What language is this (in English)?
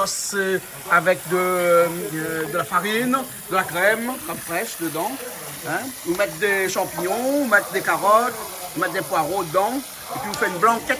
Réunion Creole French